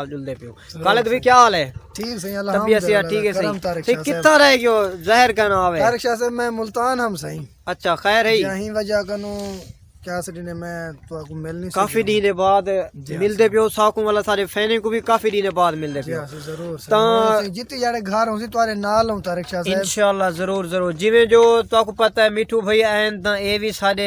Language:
Saraiki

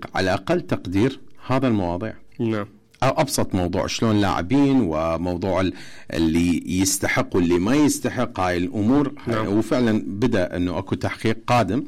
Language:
Mesopotamian Arabic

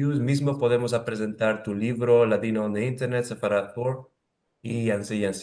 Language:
Ladino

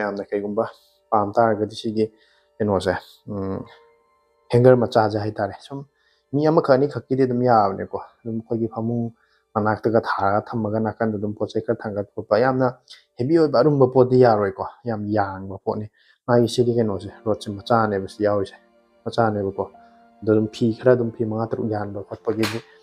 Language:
Manipuri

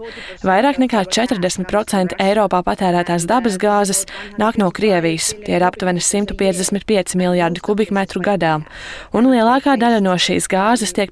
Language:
Latvian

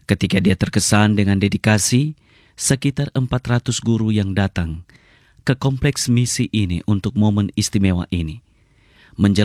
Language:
Indonesian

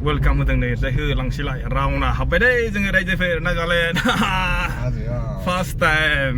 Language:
Bodo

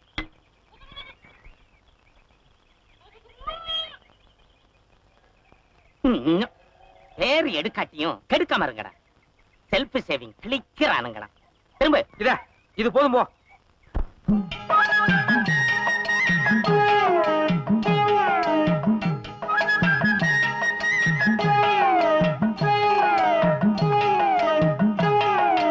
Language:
Tamil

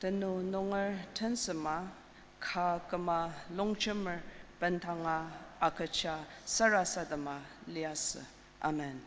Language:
Ao Naga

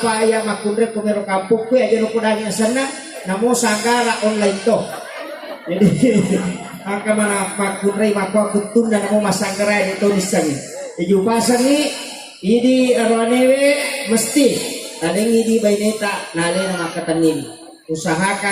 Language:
Buginese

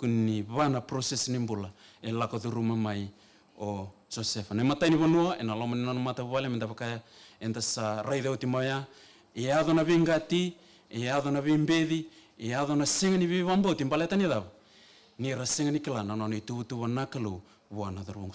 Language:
Fijian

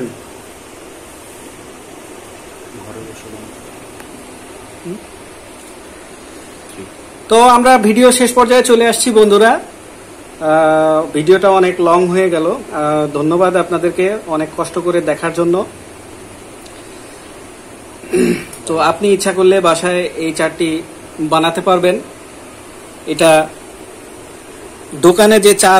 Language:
Bangla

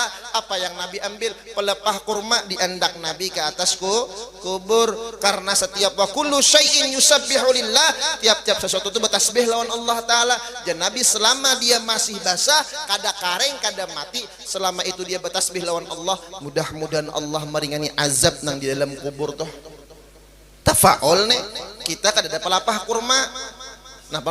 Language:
Banjar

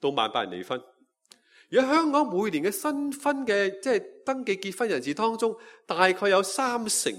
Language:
Cantonese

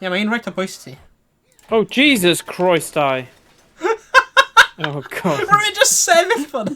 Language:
Welsh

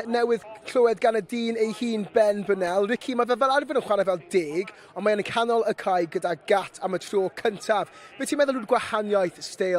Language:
Welsh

